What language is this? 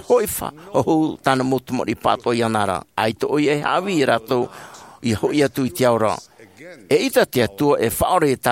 Tahitian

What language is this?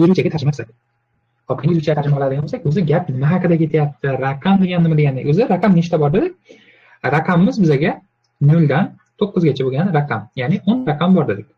Uzbek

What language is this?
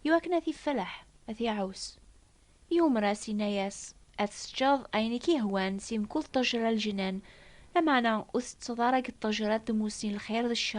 Kabyle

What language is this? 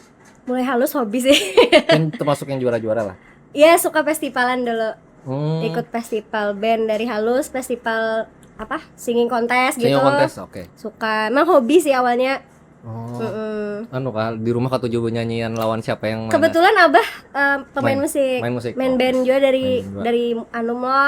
Banjar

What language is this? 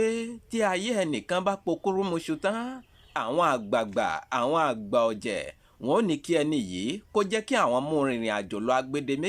Yoruba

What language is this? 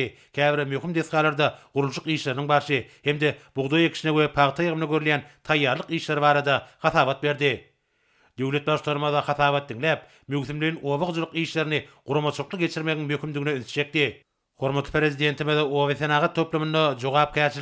Turkmen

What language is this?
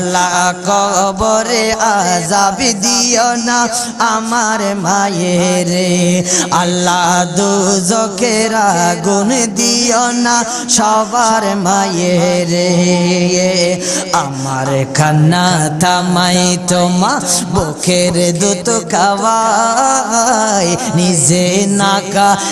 Bangla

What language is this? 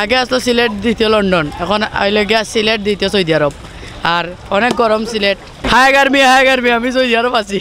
Sylheti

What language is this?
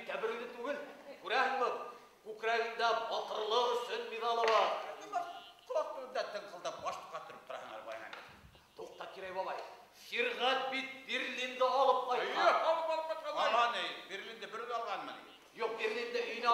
Bashkir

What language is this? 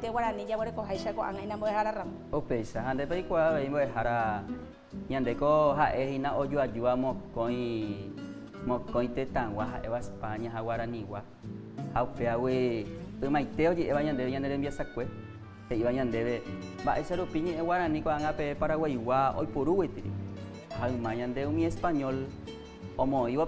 Guarani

